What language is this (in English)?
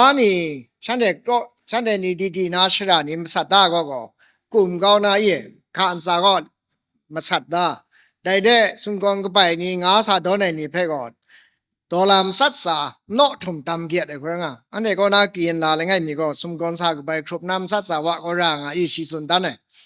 Kachin